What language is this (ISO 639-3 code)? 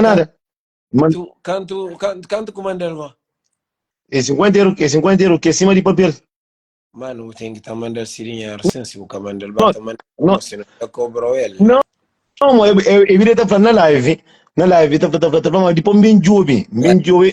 kea